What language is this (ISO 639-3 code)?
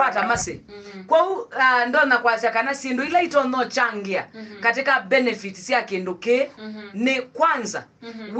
kam